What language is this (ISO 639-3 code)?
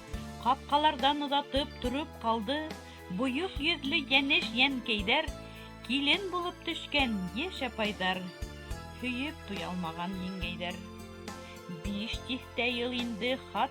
bak